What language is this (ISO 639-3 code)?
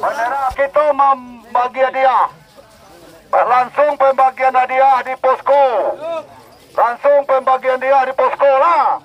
min